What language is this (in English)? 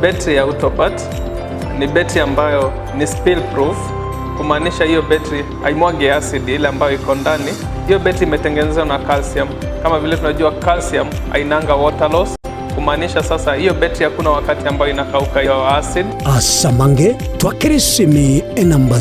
Gusii